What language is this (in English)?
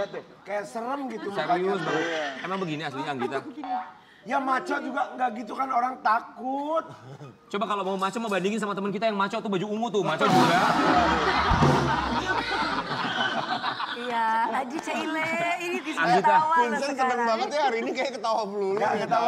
Indonesian